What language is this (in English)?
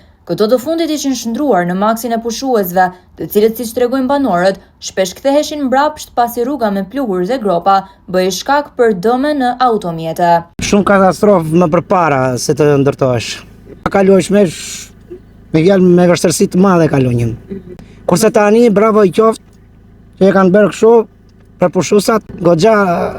Albanian